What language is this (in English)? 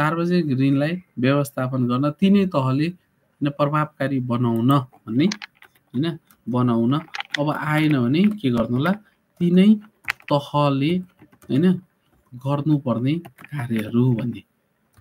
Nepali